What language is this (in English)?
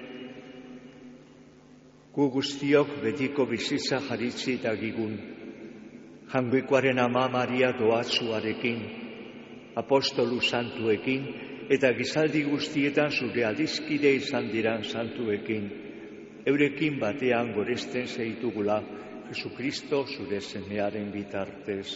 Basque